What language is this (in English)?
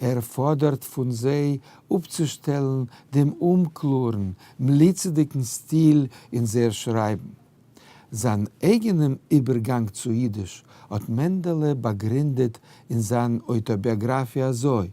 Yiddish